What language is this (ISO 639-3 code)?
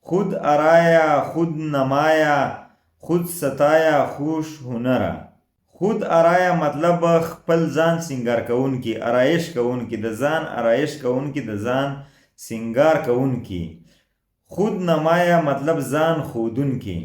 pus